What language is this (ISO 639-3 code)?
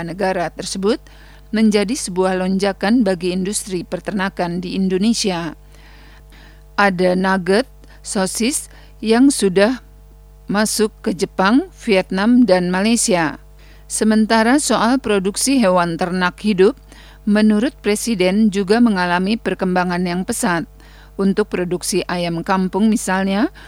ind